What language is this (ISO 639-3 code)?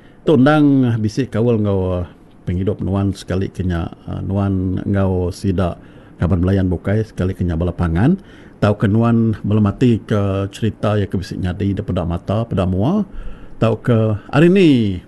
iba